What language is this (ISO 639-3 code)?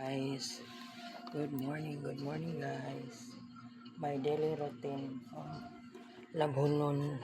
ceb